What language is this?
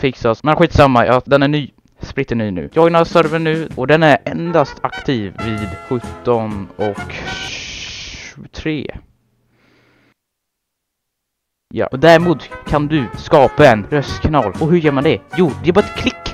Swedish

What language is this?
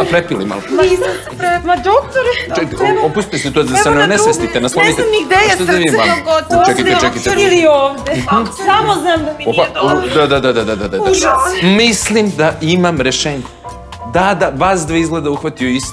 Serbian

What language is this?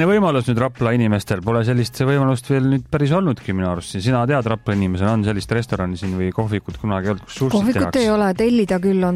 Estonian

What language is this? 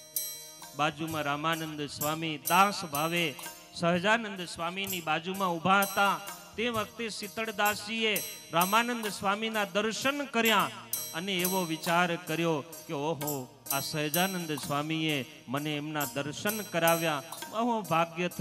Gujarati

